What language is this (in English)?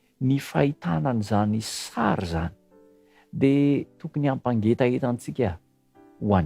Malagasy